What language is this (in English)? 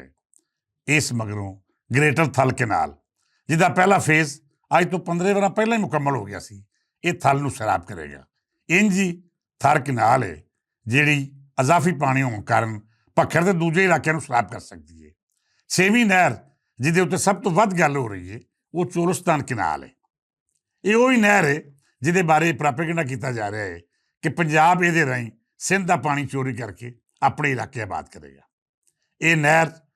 Western Panjabi